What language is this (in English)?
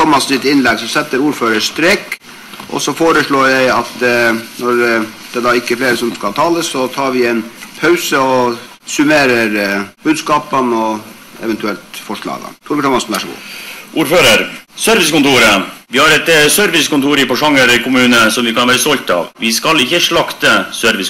Norwegian